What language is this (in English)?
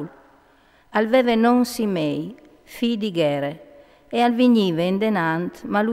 Friulian